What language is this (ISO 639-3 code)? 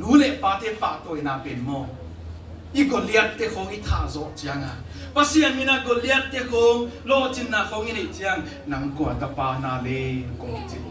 ctd